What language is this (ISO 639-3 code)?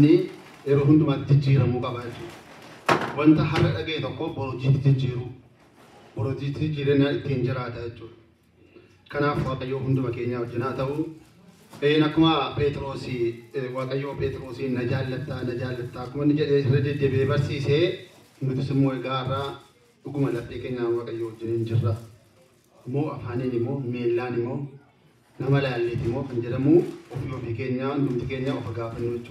orm